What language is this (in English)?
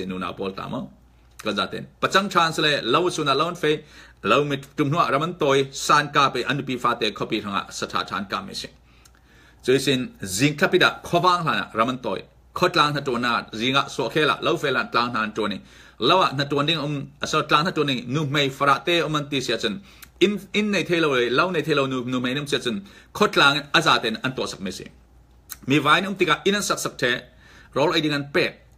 Falam Chin